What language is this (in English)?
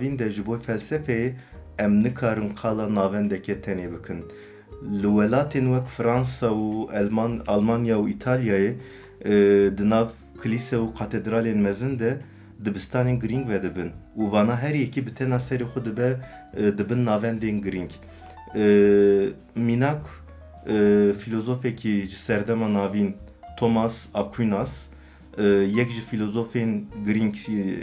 Kurdish